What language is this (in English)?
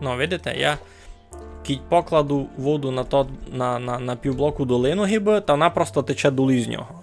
Rusyn